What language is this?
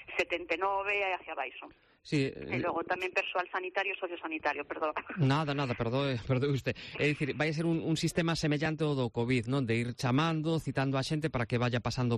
Galician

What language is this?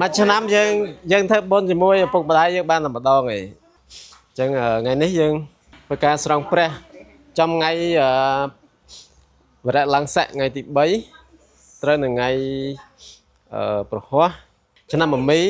Khmer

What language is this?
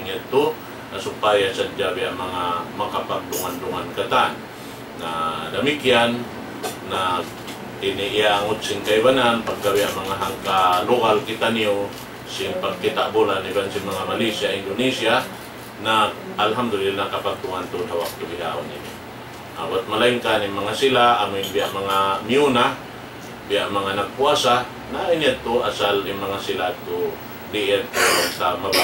Tausug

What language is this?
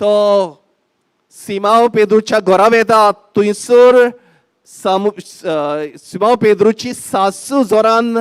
Konkani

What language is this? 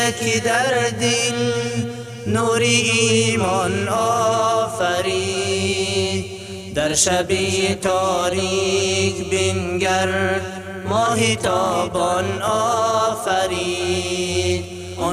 Persian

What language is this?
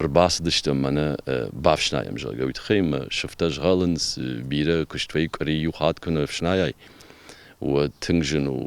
Ossetic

